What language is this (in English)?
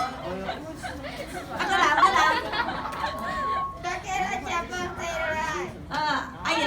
Min Nan Chinese